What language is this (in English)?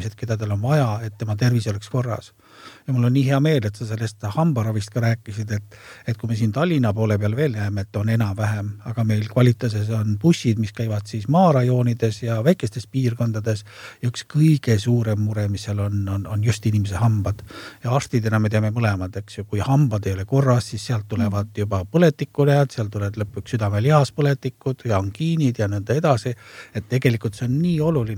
Estonian